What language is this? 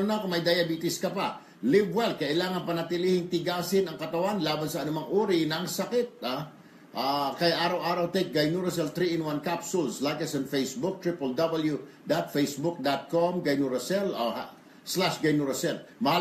Filipino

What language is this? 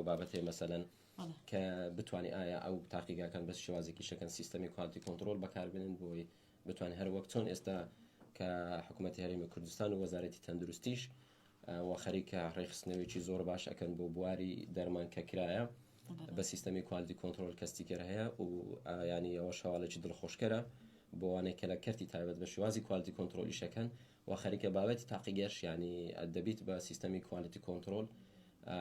Central Kurdish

